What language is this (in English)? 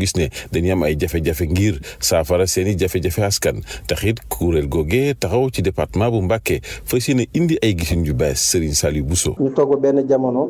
Wolof